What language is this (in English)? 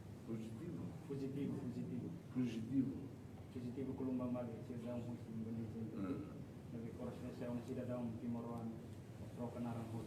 Tetum